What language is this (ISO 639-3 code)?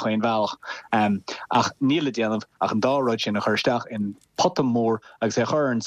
gle